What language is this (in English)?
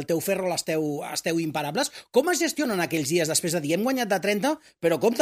Catalan